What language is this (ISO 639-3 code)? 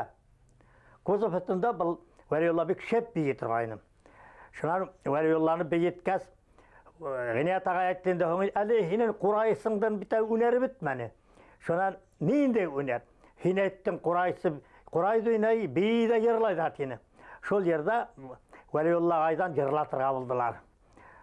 bak